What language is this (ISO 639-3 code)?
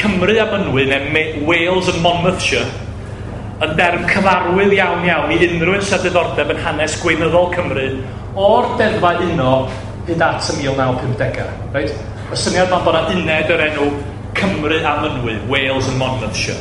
cym